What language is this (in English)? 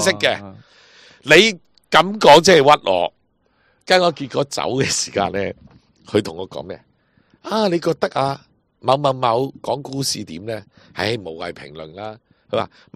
Cantonese